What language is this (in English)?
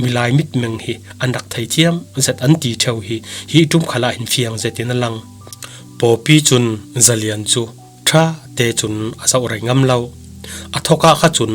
Falam Chin